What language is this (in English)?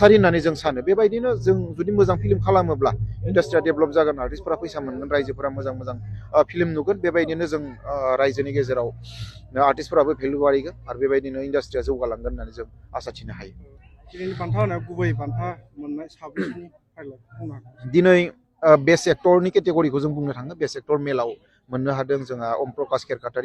Bodo